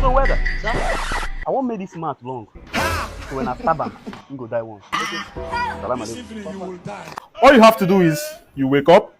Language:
Nigerian Pidgin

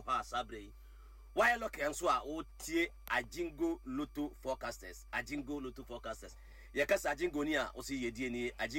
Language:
Akan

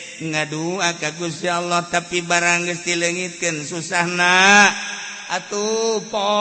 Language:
Sundanese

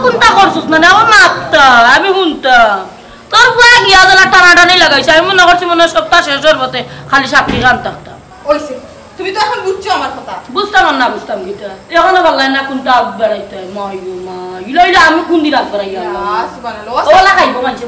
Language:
Sylheti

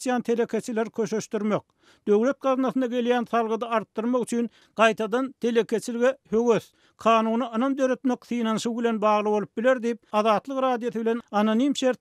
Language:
Turkmen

